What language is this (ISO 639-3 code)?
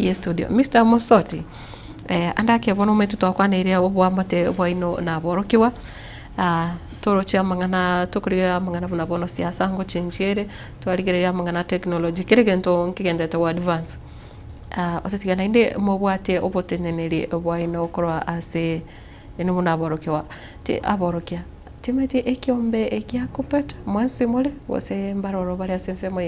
guz